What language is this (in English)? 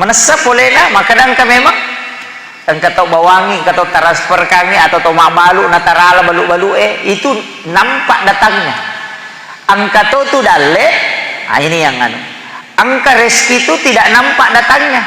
Buginese